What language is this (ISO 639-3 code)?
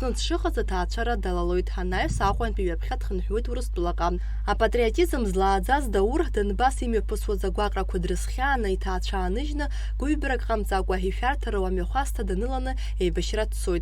abk